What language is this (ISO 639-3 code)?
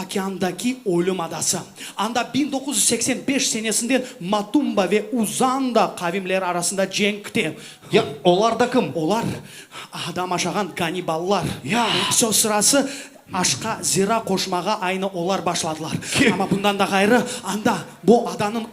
crh